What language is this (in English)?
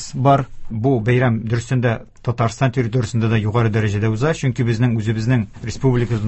Tatar